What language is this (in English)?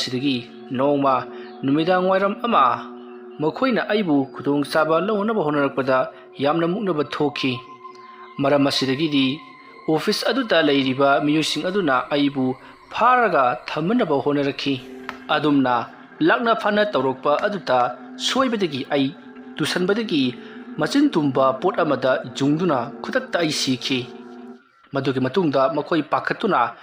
Manipuri